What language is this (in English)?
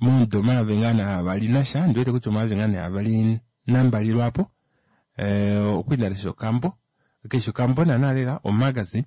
Kuanyama